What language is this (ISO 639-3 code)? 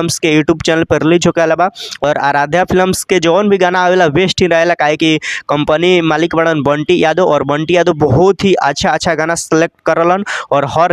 bho